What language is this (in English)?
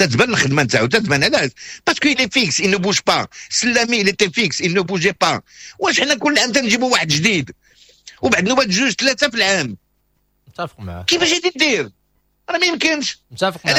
Moroccan Arabic